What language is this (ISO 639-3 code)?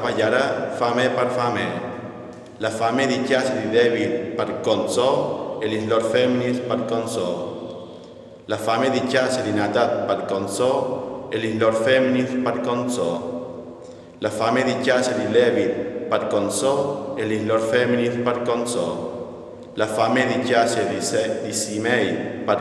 fur